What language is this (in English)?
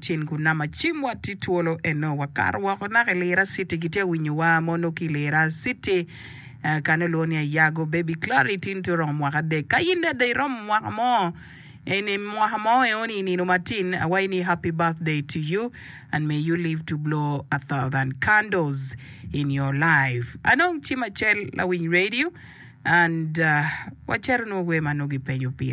Acoli